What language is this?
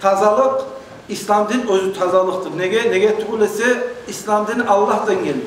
Kumyk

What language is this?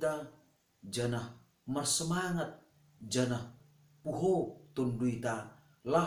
Batak Simalungun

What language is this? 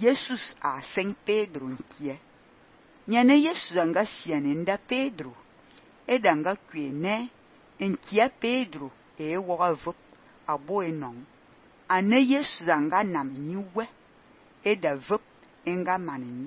Fang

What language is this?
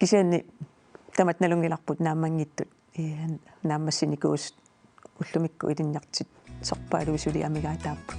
Kalaallisut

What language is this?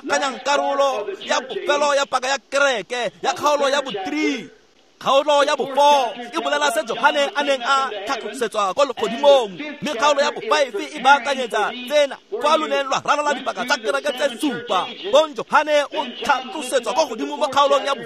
Tswana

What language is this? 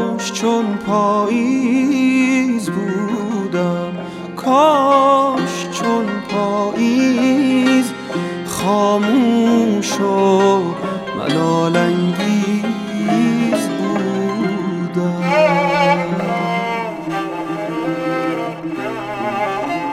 Persian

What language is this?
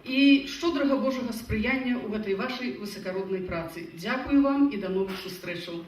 Belarusian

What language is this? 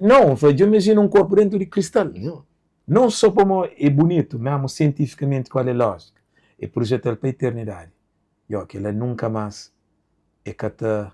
Kabuverdianu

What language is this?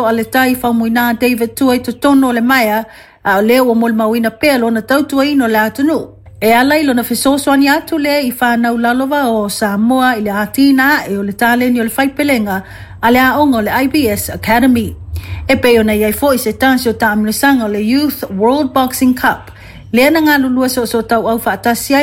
Samoan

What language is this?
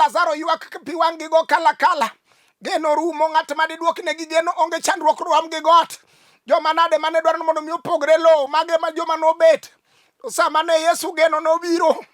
Luo (Kenya and Tanzania)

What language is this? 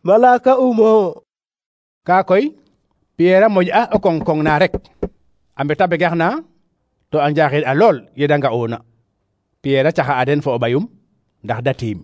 Serer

